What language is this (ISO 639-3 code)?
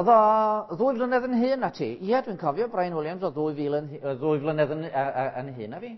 cym